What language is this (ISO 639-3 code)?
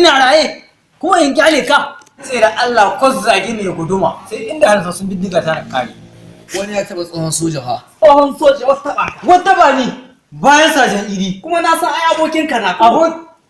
hau